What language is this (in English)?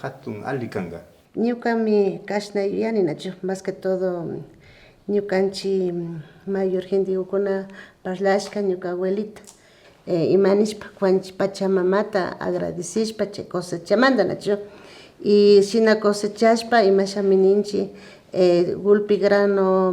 Imbabura Highland Quichua